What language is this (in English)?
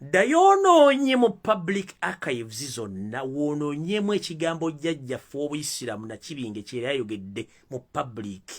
Ganda